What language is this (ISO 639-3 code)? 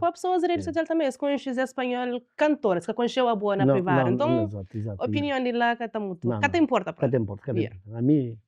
kea